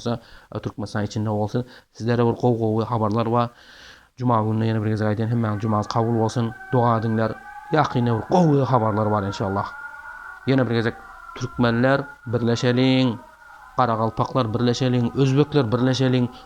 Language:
Turkmen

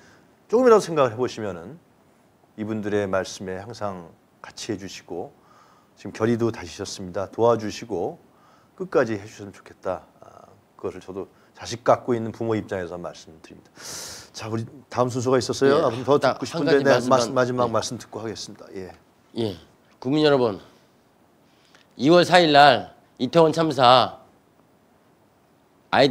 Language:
Korean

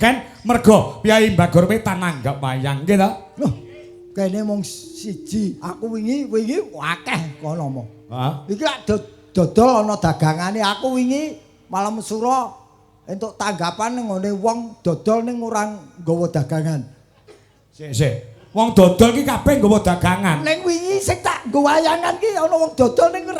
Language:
Javanese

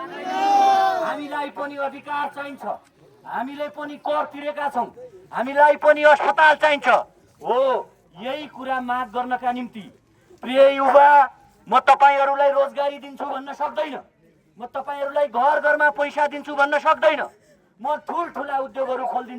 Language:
Nepali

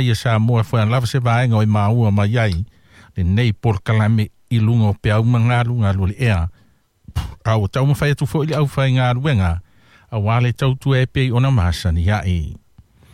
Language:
Samoan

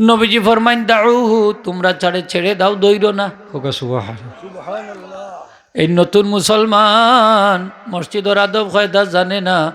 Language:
Sylheti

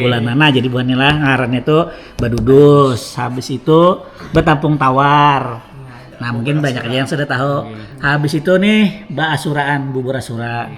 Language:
Banjar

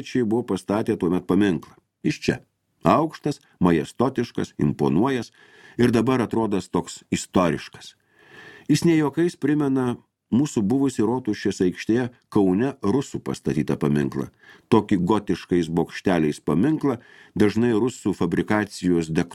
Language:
Lithuanian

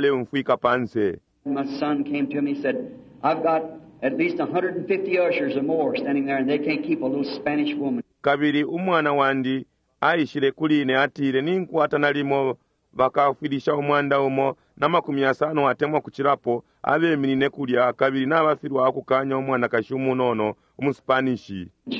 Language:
Bemba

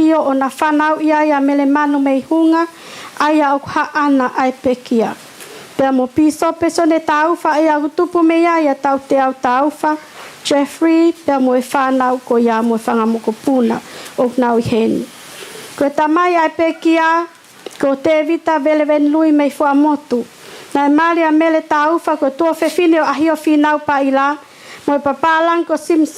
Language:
Tongan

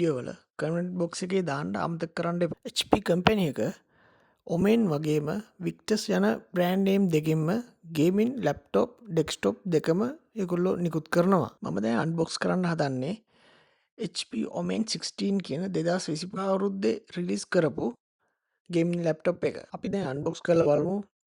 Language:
Sinhala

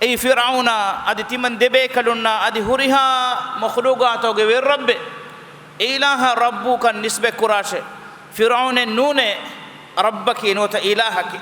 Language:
Divehi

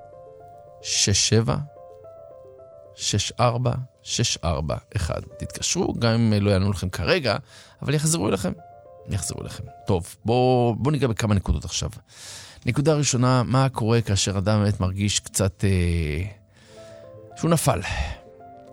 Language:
Hebrew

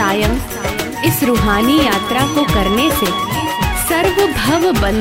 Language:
Hindi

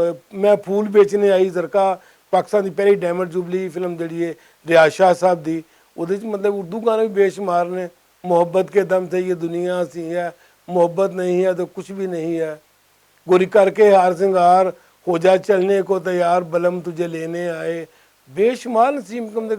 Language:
Western Panjabi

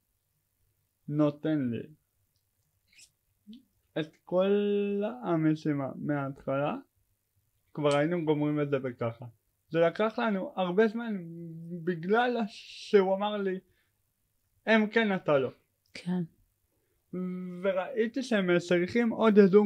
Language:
Hebrew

